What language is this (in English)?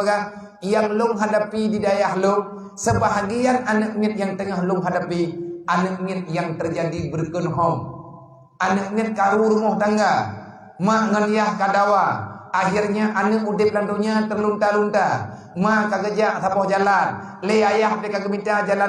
Achinese